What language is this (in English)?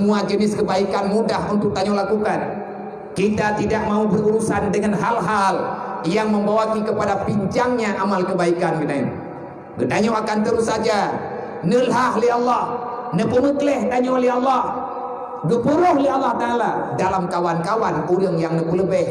Achinese